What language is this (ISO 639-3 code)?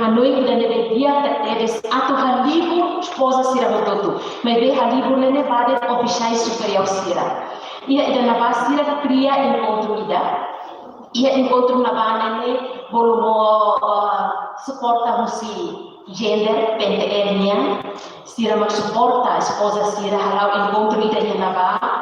tet